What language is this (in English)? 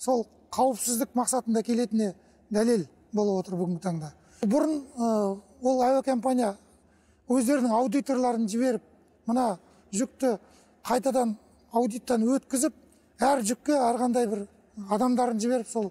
Kazakh